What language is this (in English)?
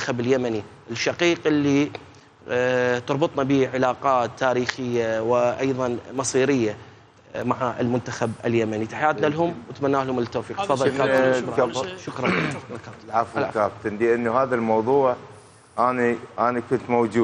Mesopotamian Arabic